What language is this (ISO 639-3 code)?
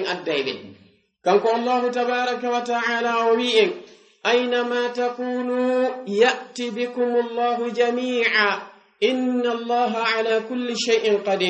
ful